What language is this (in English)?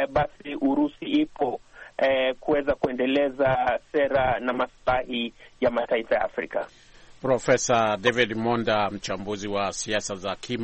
Swahili